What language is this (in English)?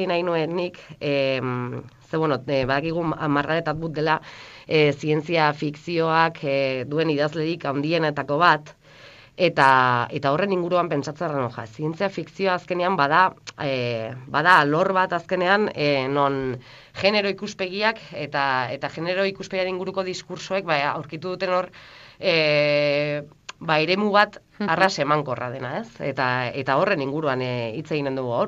Basque